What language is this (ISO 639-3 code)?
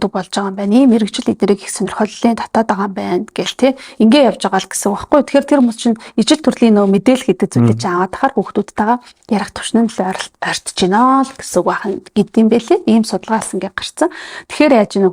mon